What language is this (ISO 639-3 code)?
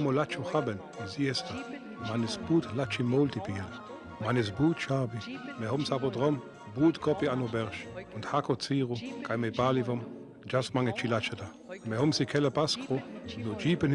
rmo